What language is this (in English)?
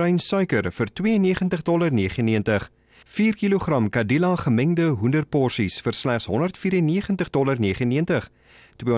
Afrikaans